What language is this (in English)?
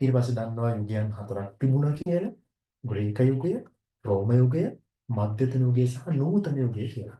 Sinhala